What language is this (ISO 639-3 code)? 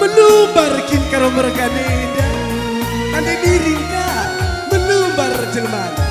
btx